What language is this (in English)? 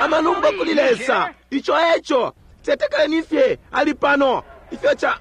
Bemba